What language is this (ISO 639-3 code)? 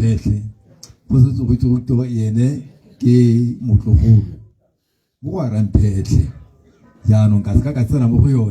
tsn